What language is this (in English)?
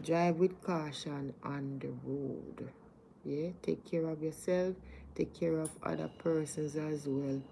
Jamaican Creole English